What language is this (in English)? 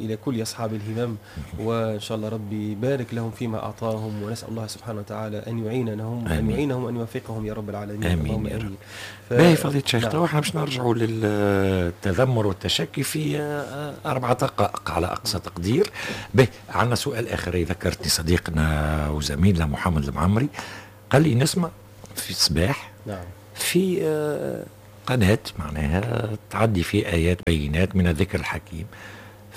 Tunisian Arabic